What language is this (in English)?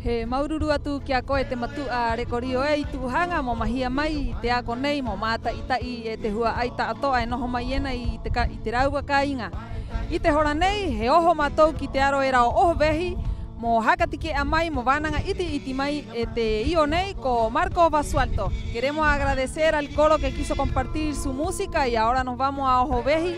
Rapanui